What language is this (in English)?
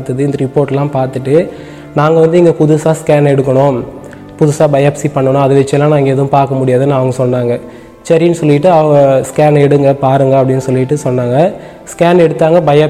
Tamil